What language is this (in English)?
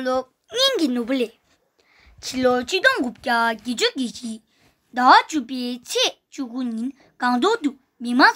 Tibetan